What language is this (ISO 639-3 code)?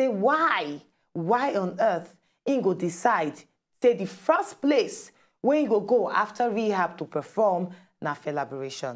pcm